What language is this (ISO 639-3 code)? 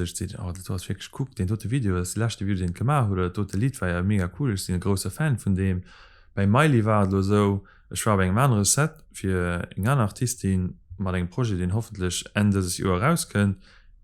ltz